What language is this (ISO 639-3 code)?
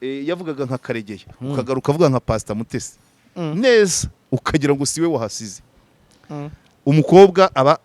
kin